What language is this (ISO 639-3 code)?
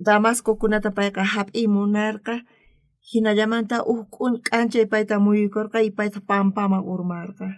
quh